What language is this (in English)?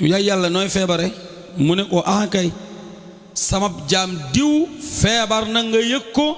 Wolof